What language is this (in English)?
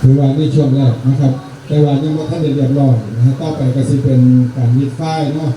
Northeastern Thai